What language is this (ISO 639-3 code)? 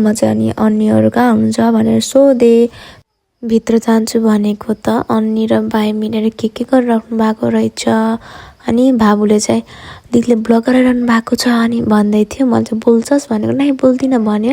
nep